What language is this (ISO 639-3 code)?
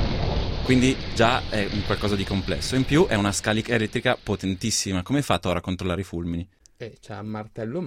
ita